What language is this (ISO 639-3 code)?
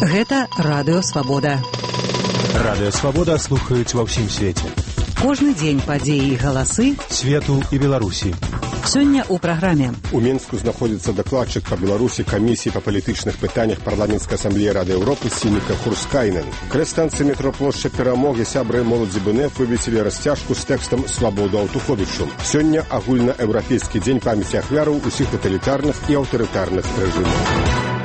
bel